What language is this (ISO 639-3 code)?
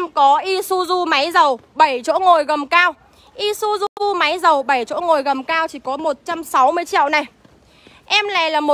vie